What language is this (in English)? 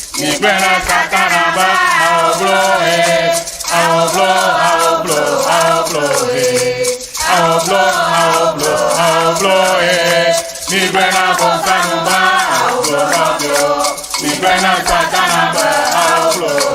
Ewe